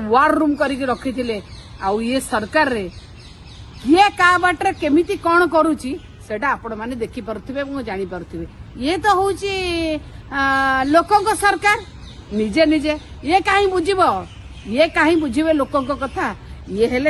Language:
Odia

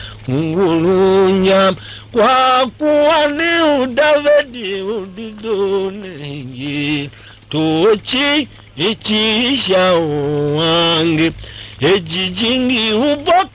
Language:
Tiv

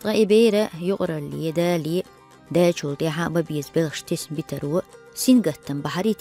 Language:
Chechen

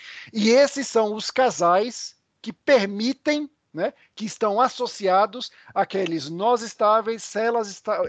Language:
Portuguese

